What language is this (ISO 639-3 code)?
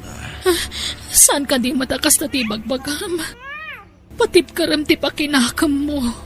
ilo